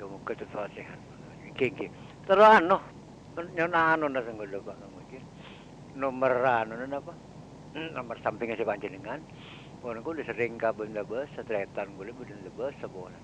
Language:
Madurese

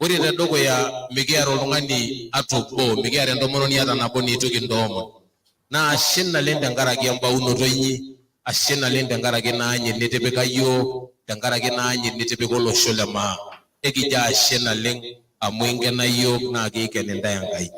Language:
Masai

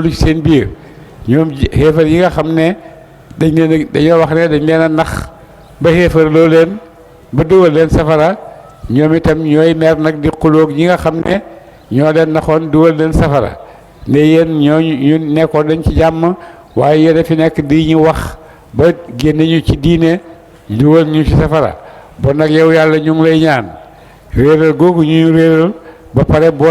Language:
Wolof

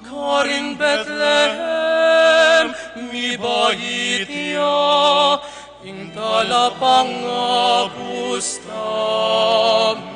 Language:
Pampanga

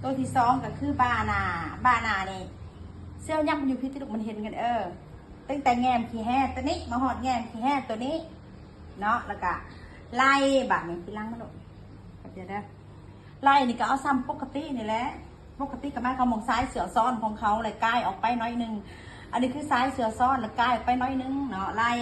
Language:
Lao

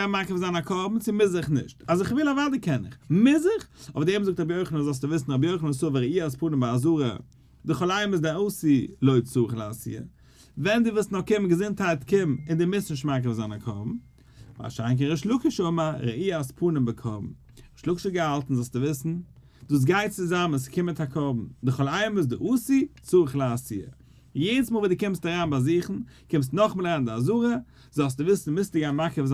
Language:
Yiddish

